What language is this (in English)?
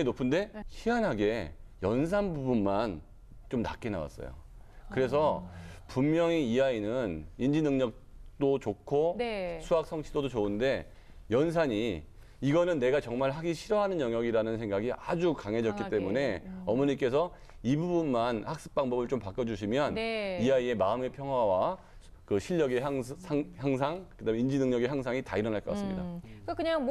Korean